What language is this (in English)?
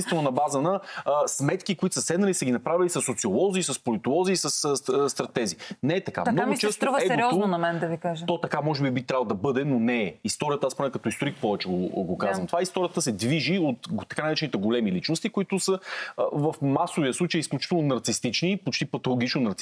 Bulgarian